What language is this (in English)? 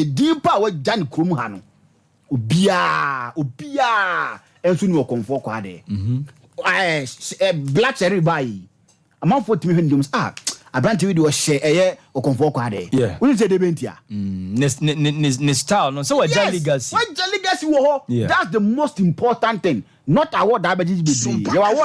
Akan